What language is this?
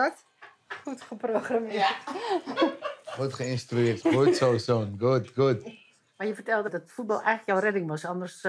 Dutch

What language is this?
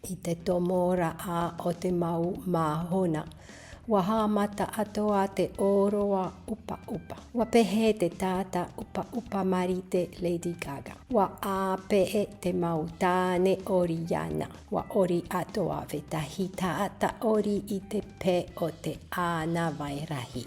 Tahitian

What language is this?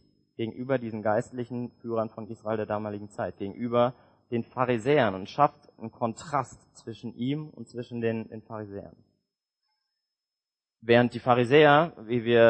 German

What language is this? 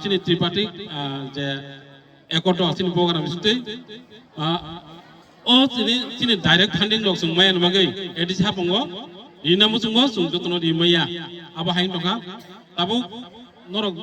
Kok Borok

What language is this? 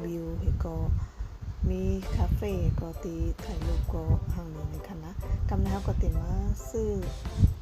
Shan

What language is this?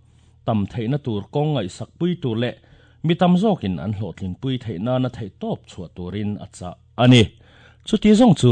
Mizo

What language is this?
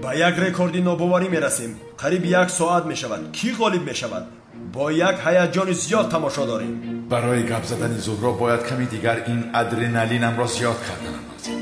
Tajik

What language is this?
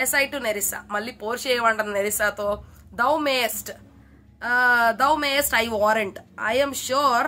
Telugu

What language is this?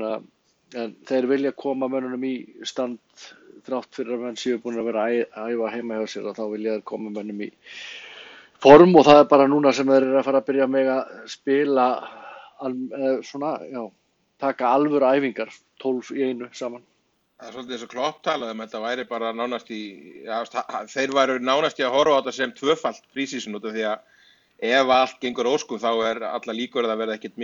Icelandic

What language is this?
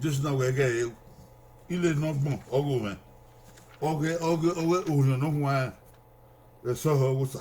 Bini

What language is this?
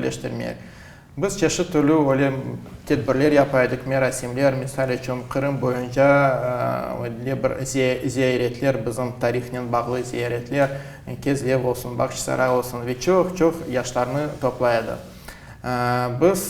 Crimean Tatar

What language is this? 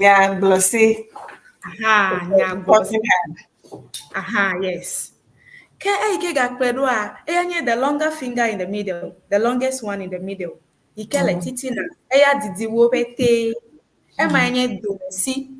Ewe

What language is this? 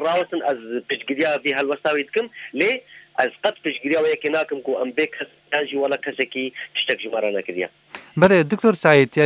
Kurdish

